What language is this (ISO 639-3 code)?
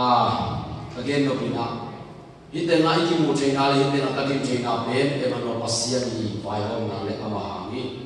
ctd